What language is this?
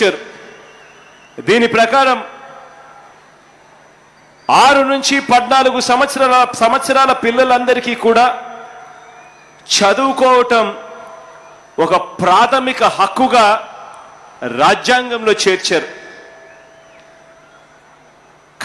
Telugu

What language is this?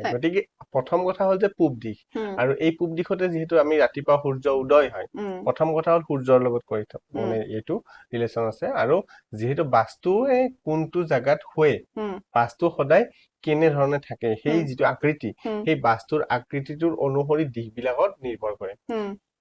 Assamese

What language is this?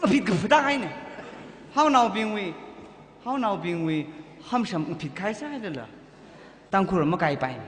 Tangkhul Naga (India)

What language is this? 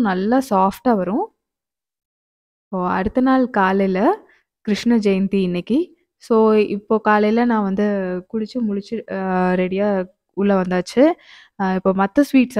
Tamil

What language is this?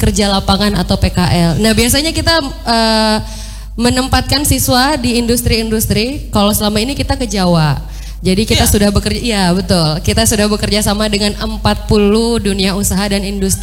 Indonesian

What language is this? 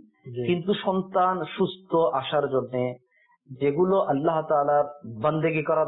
Bangla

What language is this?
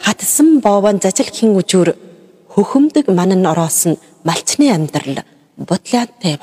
Mongolian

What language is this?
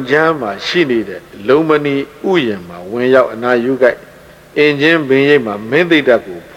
Burmese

